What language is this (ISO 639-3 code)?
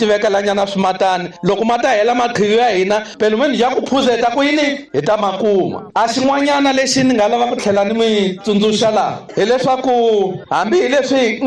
tso